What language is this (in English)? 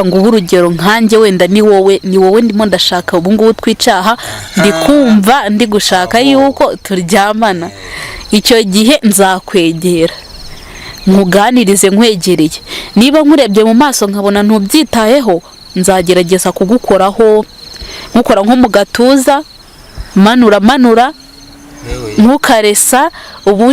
Kinyarwanda